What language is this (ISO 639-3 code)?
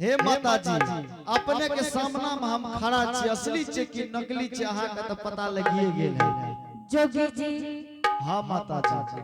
anp